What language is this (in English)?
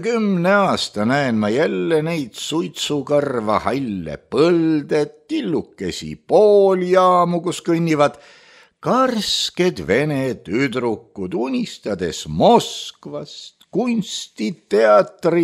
Estonian